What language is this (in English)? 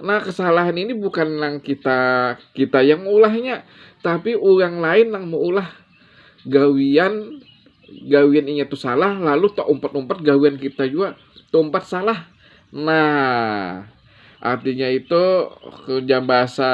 Banjar